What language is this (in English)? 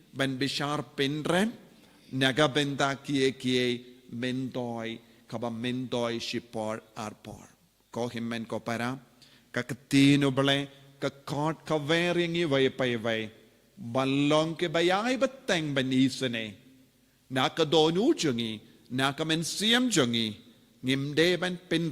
Khasi